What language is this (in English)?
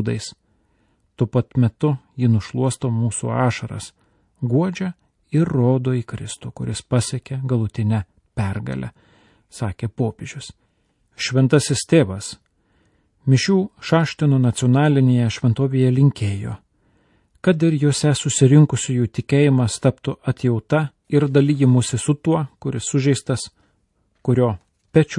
Lithuanian